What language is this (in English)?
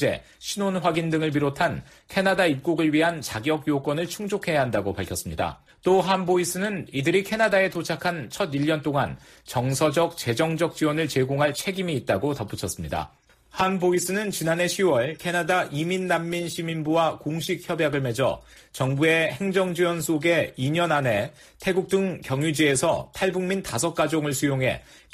Korean